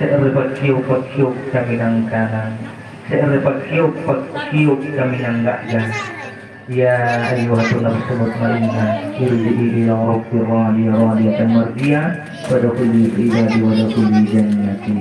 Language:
Makasar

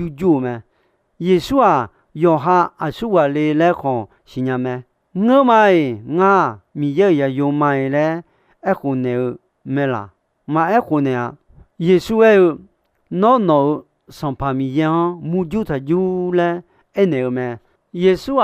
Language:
Akha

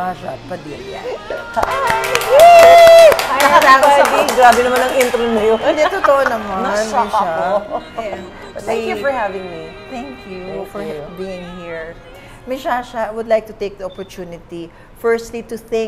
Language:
Filipino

